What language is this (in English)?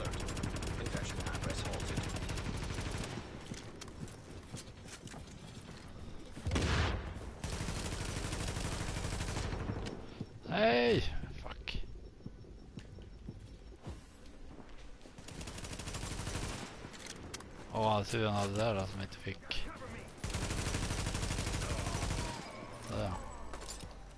Swedish